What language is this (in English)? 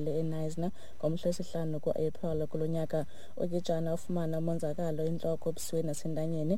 Xhosa